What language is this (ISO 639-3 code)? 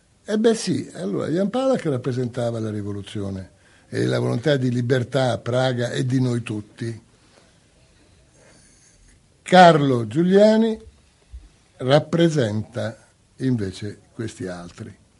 ita